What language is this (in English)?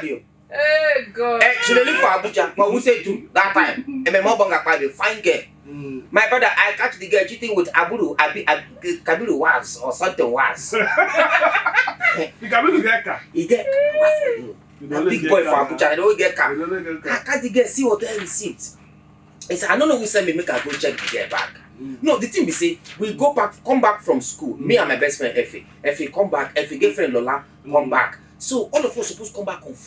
Nigerian Pidgin